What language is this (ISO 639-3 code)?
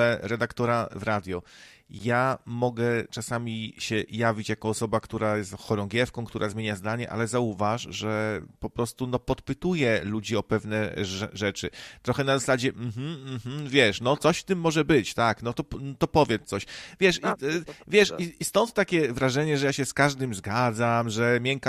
pol